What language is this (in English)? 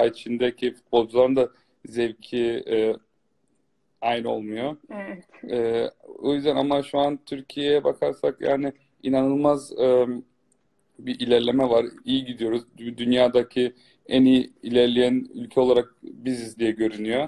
Turkish